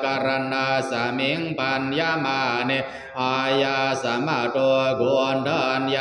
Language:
Pali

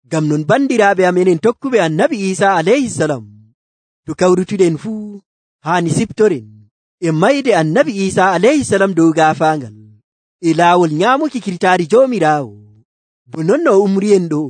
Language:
Nigerian Fulfulde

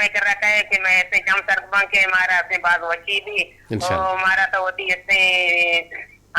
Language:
Eastern Balochi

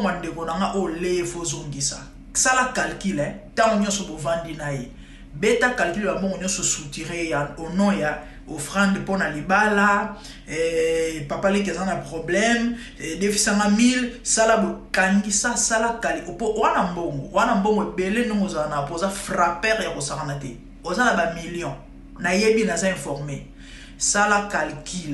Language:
Lingala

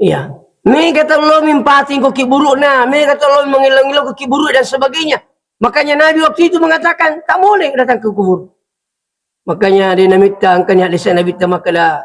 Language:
Buginese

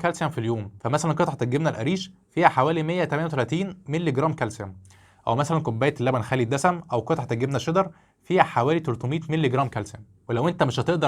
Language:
Egyptian Arabic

